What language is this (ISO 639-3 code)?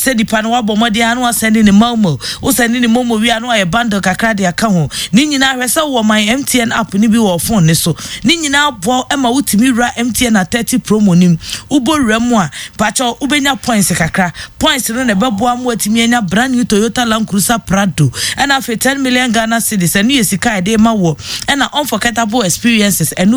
aka